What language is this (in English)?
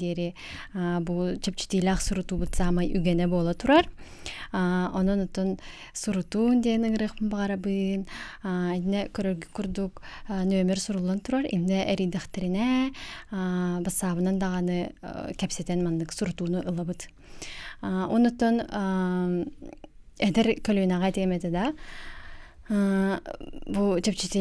Yakut